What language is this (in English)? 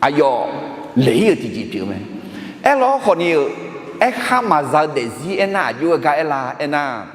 Akha